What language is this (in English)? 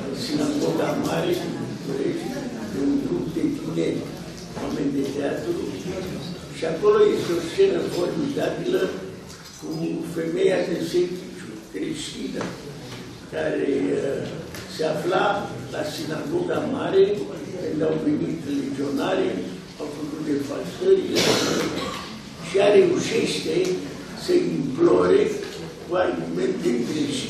Romanian